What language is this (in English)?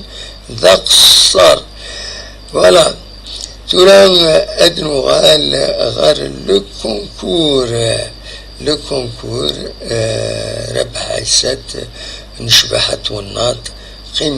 Kabyle